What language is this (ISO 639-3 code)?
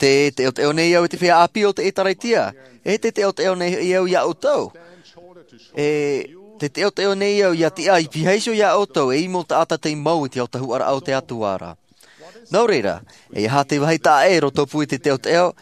tah